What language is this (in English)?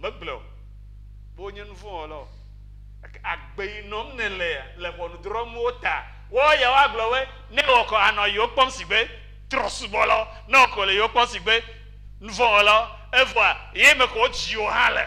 Ewe